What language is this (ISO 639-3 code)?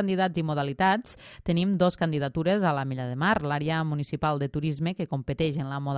cat